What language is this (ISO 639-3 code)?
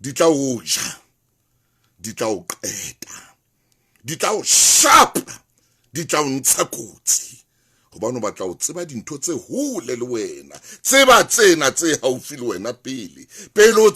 sot